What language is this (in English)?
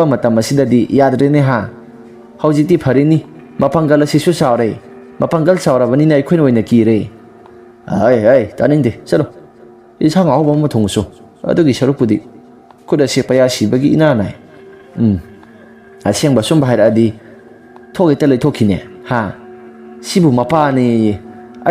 Manipuri